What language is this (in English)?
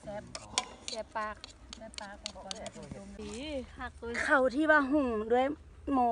Lao